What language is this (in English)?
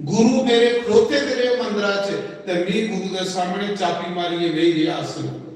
Dogri